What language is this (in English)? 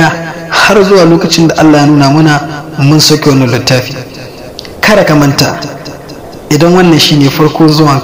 Hausa